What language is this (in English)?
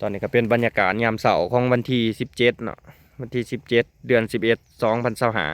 Lao